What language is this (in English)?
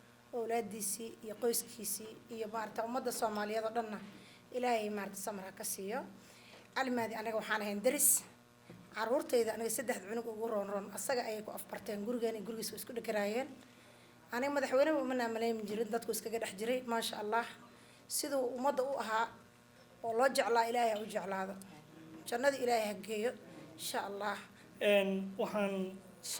Somali